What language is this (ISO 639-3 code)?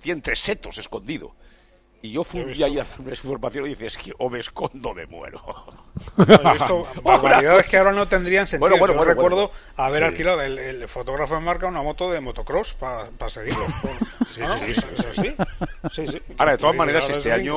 spa